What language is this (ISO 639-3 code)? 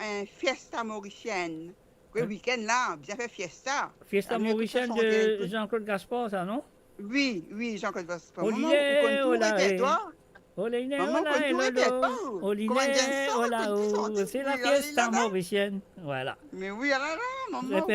mfe